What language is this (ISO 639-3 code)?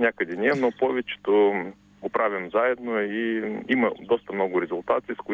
bul